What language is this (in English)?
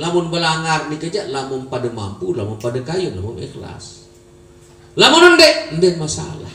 Sasak